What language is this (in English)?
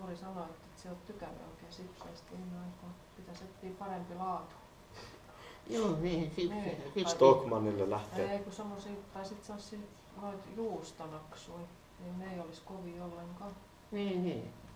Finnish